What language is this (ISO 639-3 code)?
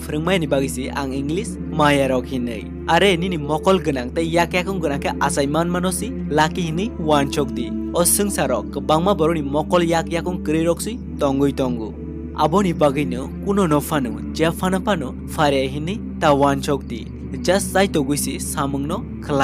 trp